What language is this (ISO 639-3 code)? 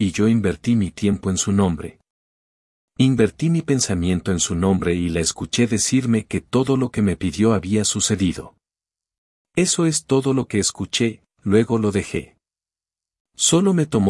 spa